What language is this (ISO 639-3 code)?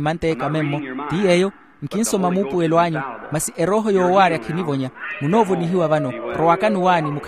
vmw